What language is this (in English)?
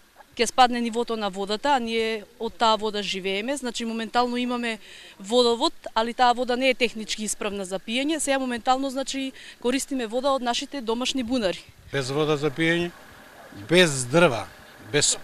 Macedonian